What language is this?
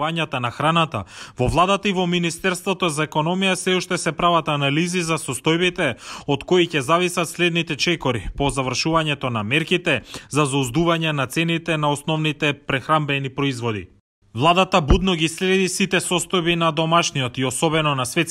Macedonian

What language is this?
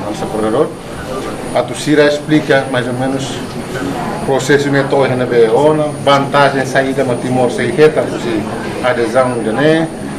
Tetum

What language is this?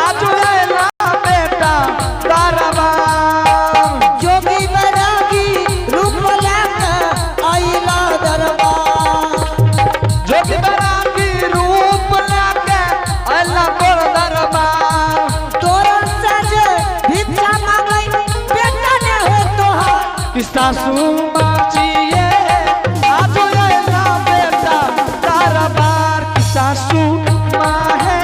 Angika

